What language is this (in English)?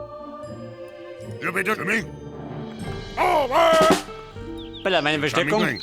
Bavarian